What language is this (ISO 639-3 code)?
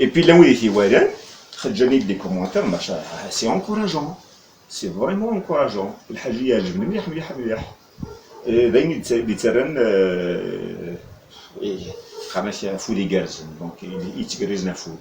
kab